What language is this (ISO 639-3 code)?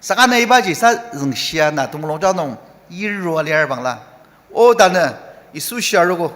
njo